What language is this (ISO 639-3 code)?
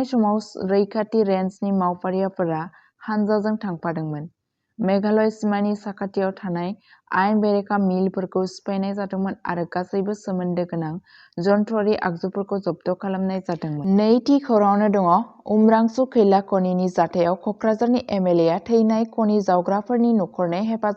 brx